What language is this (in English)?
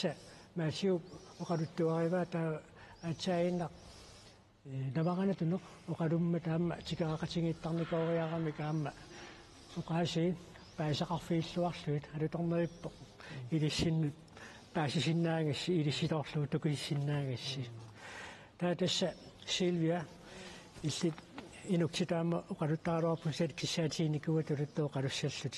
Kalaallisut